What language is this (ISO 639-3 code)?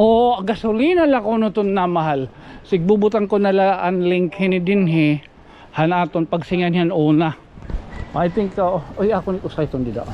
war